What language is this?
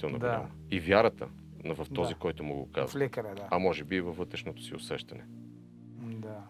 Bulgarian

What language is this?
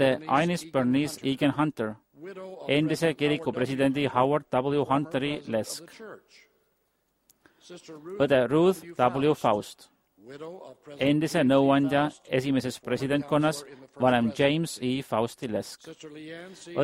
Estonian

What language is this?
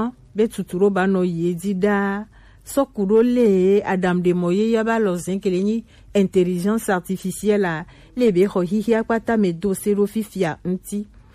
Gen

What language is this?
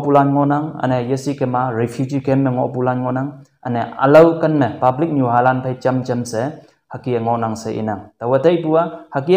Konyak Naga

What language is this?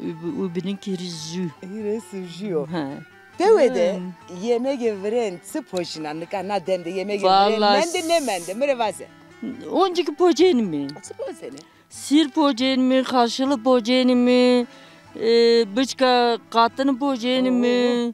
Zaza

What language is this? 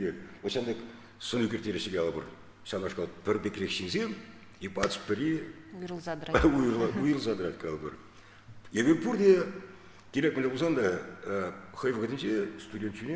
Chuvash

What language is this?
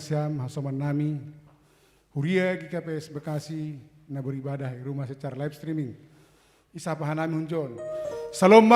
Batak Simalungun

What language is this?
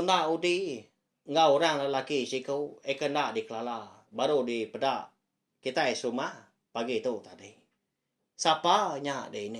Iban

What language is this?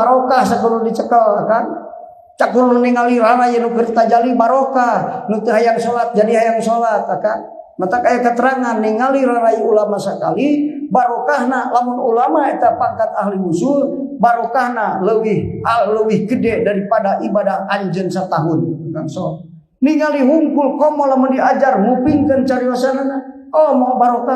Sundanese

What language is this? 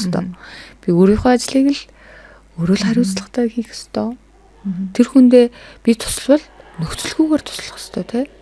Mongolian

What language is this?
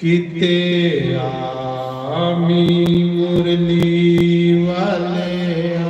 Dogri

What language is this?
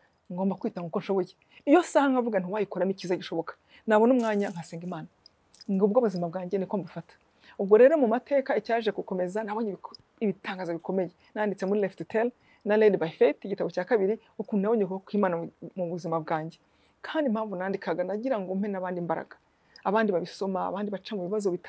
Kinyarwanda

